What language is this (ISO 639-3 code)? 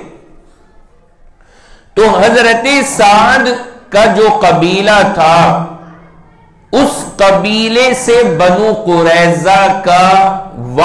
urd